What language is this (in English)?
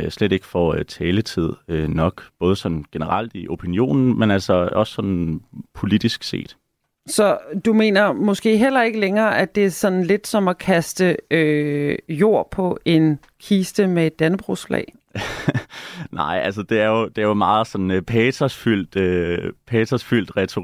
Danish